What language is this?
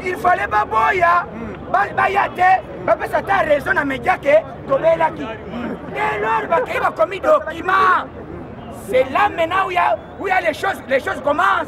Lingala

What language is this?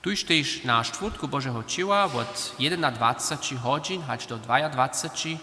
Upper Sorbian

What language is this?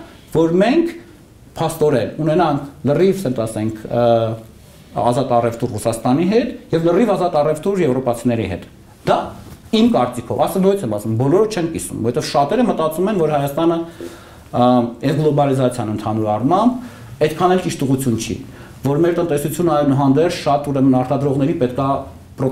Armenian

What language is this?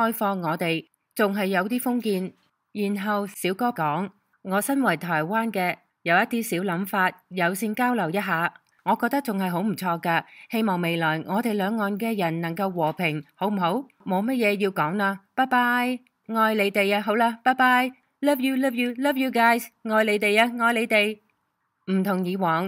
Cantonese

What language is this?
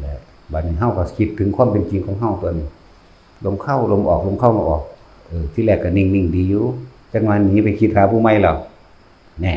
Lao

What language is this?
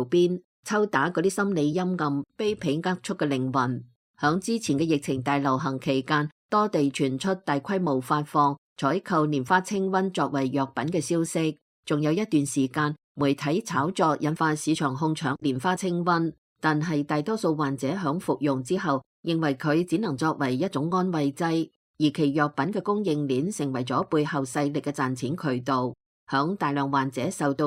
Cantonese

